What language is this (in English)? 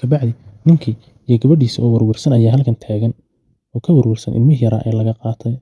Somali